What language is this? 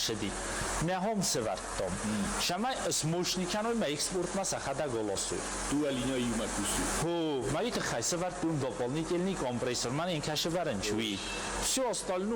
Ossetic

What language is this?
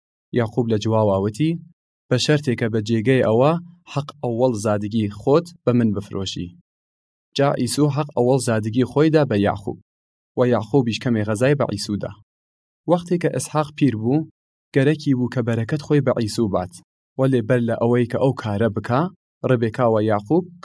Southern Kurdish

